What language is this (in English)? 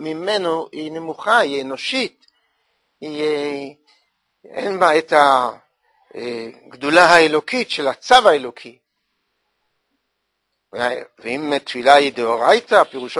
Hebrew